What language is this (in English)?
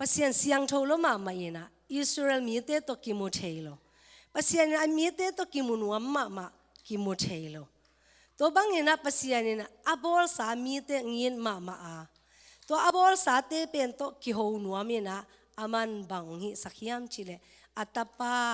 Tedim Chin